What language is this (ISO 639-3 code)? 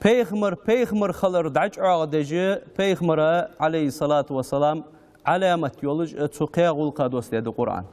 inh